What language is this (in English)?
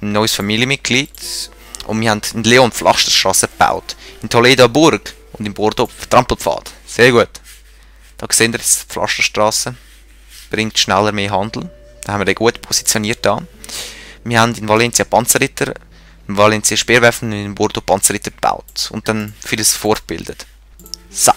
Swiss German